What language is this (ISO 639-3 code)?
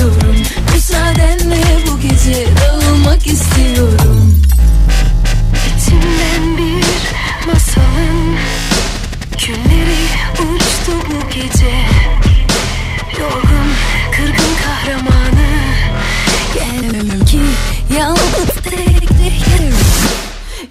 tur